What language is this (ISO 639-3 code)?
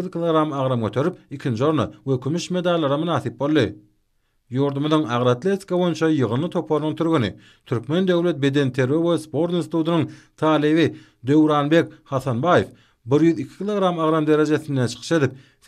tuk